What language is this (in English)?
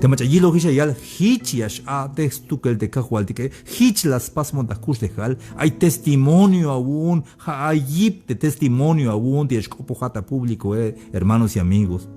Tzeltal